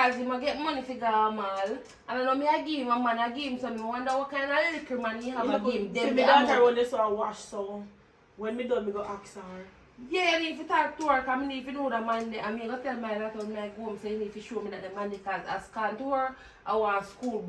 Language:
Jamaican Creole English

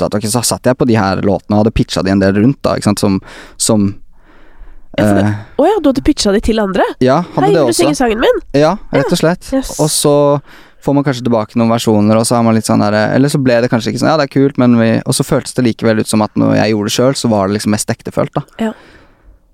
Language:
Norwegian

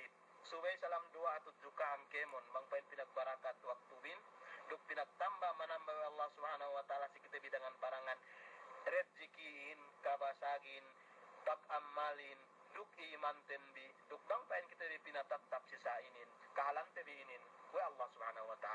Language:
Yakan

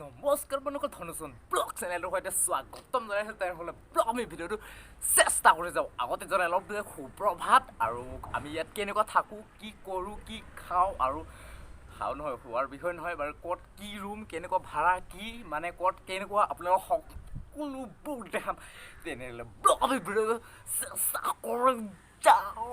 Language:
Assamese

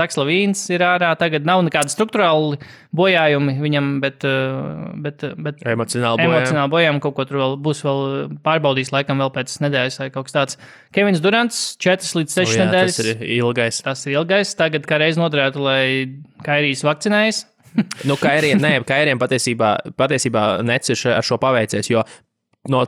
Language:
Latvian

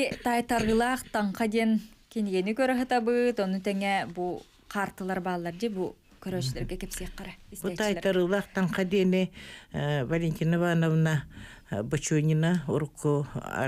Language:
Yakut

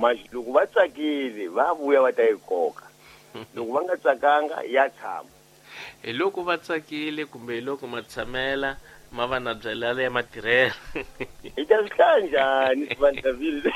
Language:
Tsonga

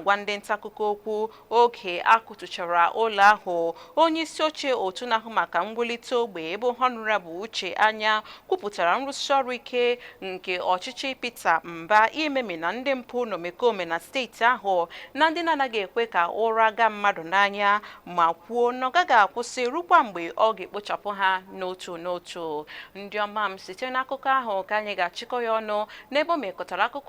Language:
Igbo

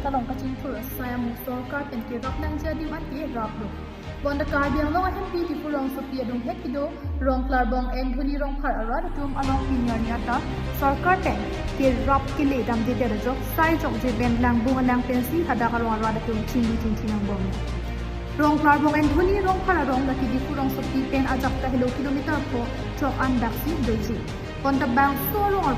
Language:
Karbi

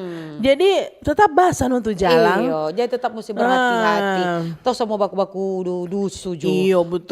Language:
Manado Malay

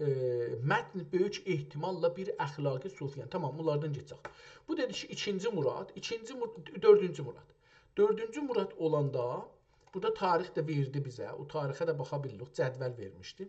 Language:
South Azerbaijani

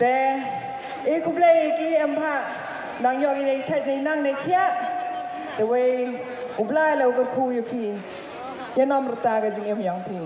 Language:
Khasi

